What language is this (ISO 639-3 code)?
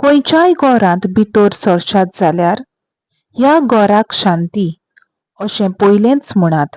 kok